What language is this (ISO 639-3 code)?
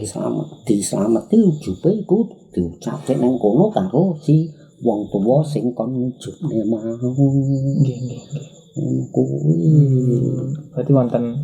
jav